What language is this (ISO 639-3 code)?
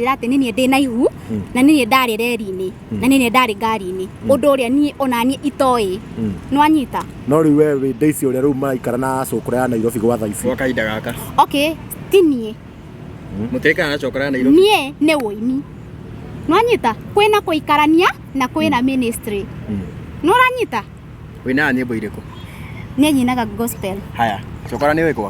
kik